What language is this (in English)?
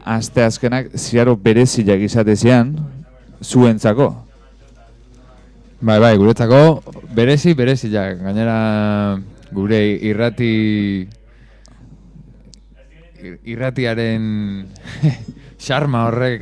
Basque